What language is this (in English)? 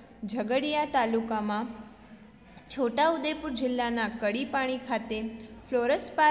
Gujarati